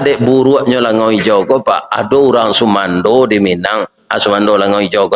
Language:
Minangkabau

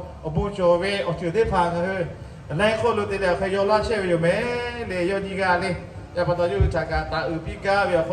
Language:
Lahu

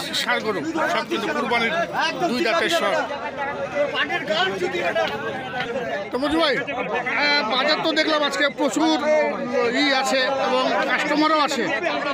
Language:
Bangla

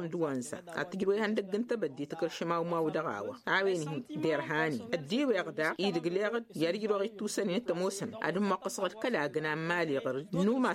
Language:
Tamasheq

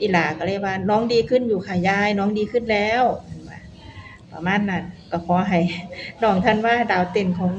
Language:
Northeastern Thai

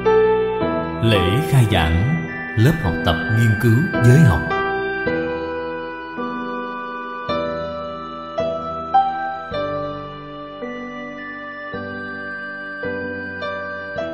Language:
Vietnamese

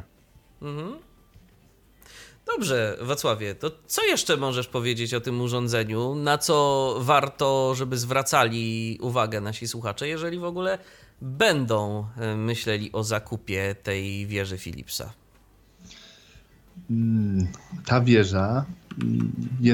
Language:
Polish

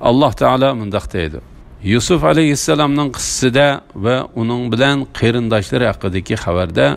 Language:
Uyghur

